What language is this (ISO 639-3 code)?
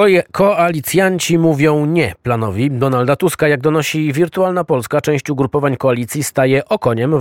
pol